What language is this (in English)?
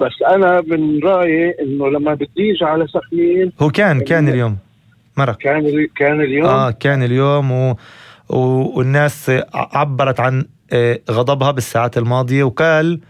North Levantine Arabic